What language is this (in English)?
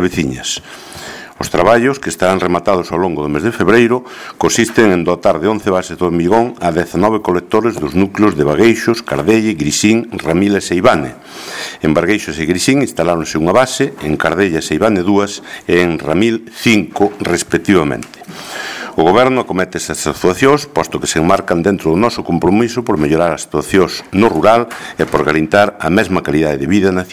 Galician